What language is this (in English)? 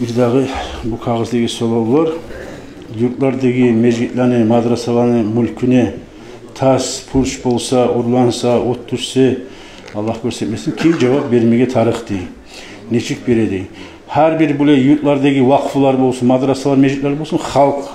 Kumyk